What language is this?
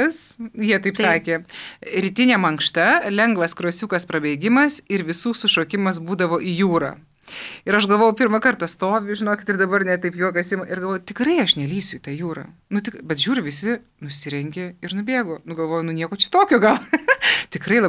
Lithuanian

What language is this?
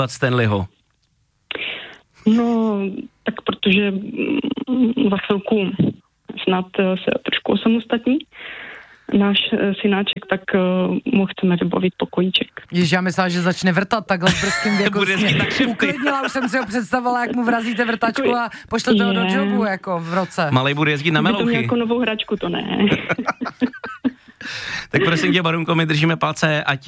Czech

